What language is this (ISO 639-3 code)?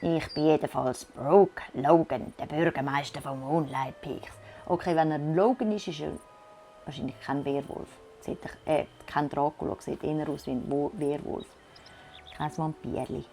gsw